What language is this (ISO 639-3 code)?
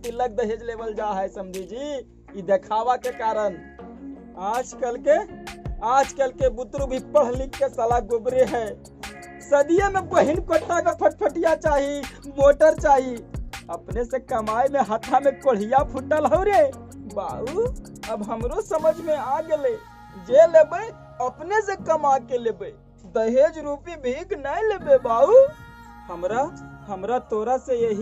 mag